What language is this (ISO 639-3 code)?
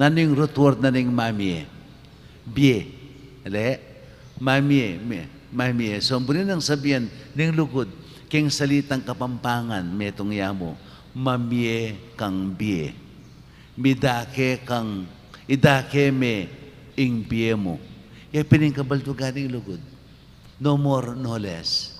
pam